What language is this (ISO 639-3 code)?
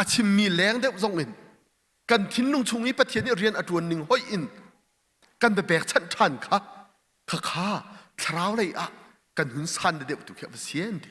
cnh